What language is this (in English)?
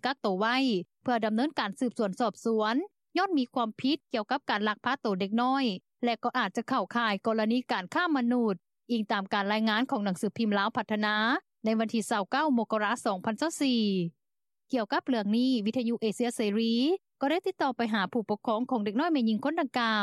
Lao